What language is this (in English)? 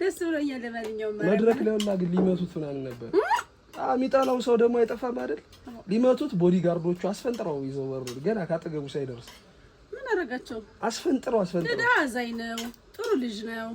Amharic